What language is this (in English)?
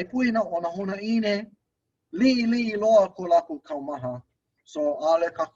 Hawaiian